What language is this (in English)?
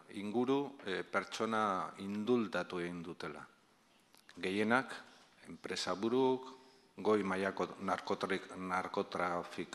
Basque